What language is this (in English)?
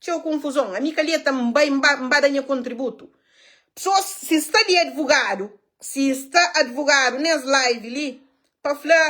Kabuverdianu